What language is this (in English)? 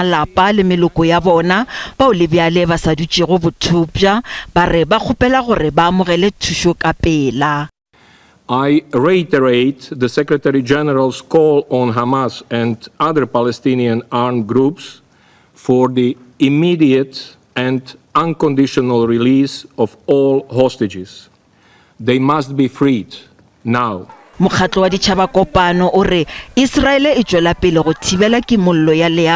Northern Sotho